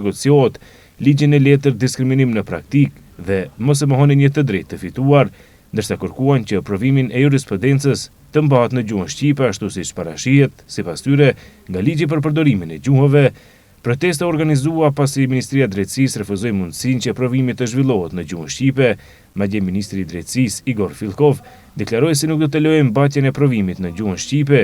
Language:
Albanian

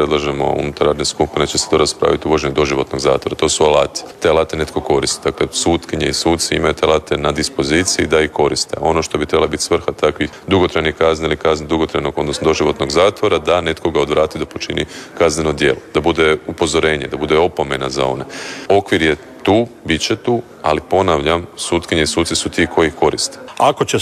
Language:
Croatian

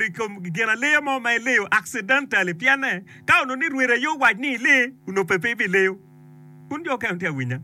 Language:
Acoli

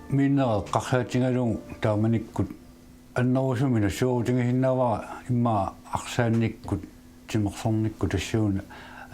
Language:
Kalaallisut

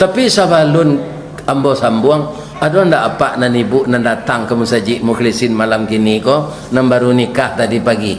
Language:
Minangkabau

